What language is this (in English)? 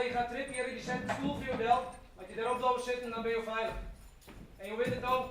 Western Frisian